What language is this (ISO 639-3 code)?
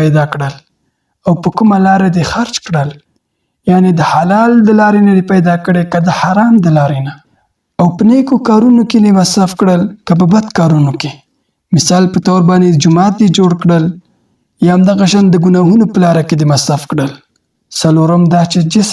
pus